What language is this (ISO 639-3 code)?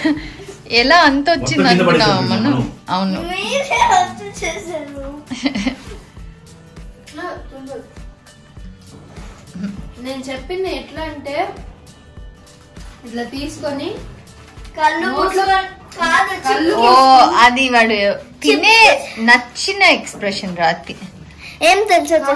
tel